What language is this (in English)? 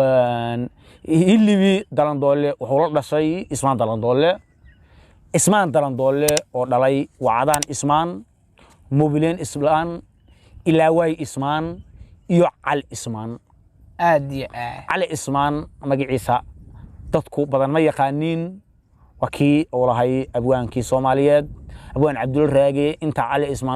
Somali